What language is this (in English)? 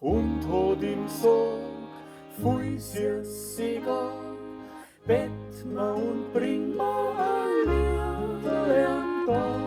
Bavarian